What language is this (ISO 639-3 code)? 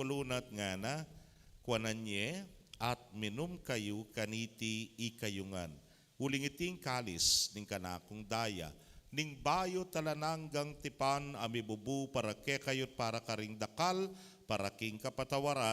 pam